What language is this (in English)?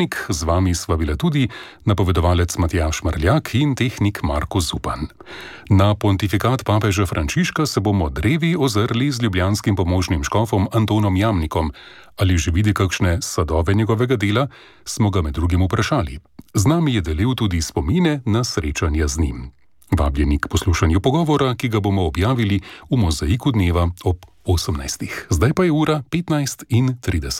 Slovenian